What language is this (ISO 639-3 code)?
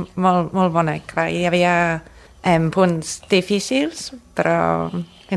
cat